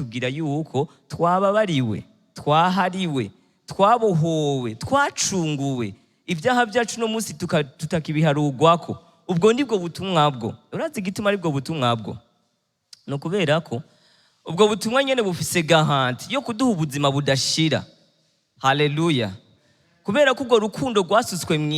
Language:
Rundi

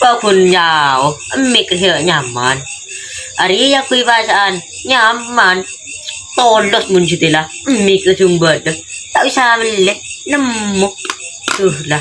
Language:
Madurese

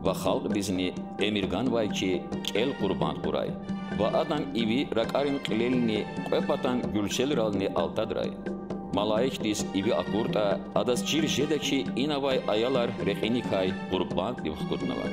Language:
Lezghian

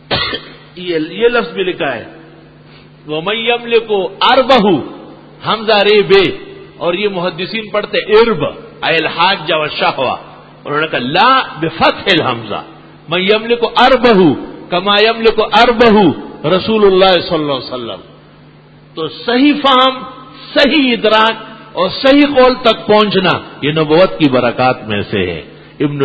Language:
Urdu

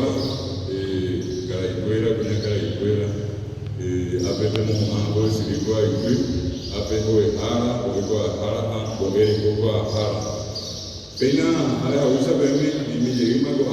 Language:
Guarani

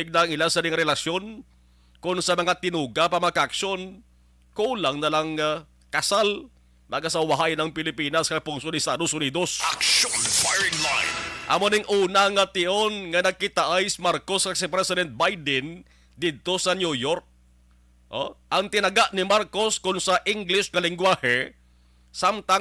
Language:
Hiligaynon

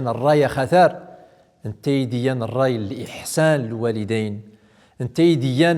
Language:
Central Atlas Tamazight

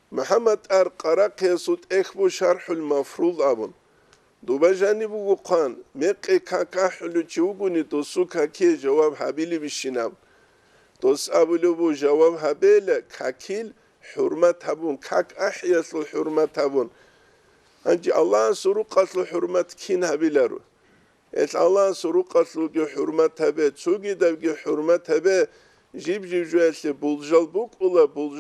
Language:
Avaric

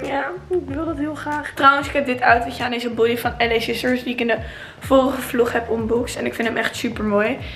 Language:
Dutch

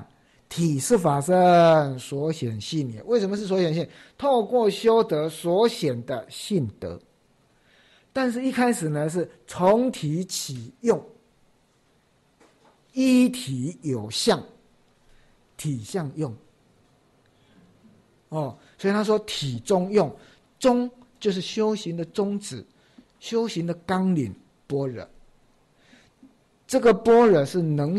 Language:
Chinese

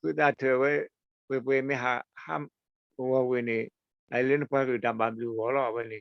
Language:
S'gaw Karen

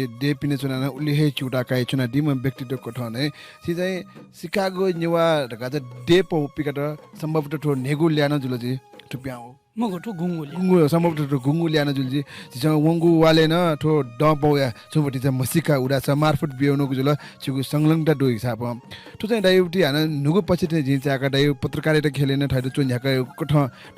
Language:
Newari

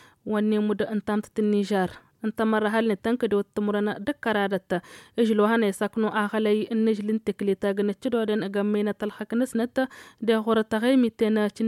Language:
Tamasheq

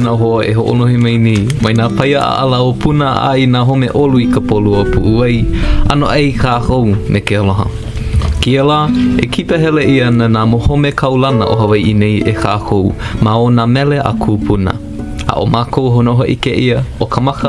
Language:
Hawaiian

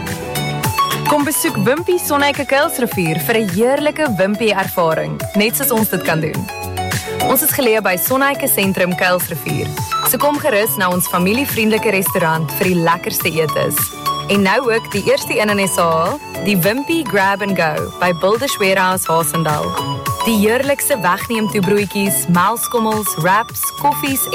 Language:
Afrikaans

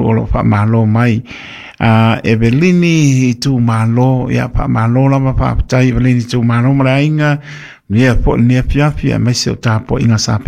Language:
Samoan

